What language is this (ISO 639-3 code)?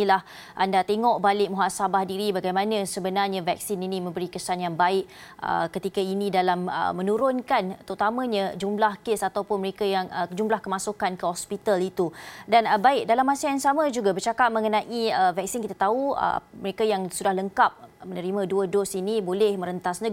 msa